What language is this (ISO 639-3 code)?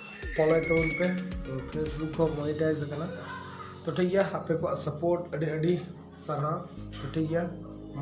sat